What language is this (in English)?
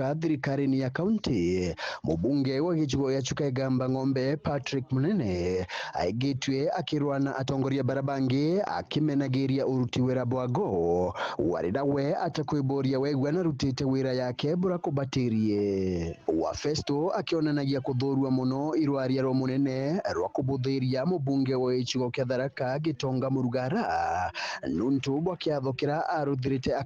Meru